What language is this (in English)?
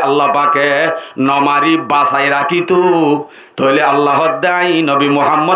Rohingya